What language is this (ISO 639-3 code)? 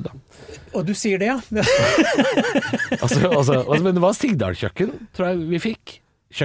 nor